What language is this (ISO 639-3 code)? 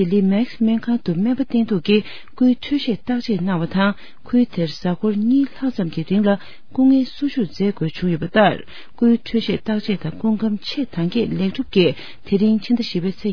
bod